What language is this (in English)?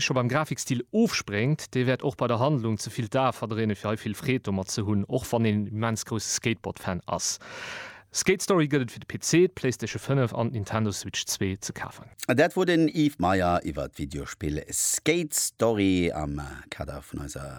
Luxembourgish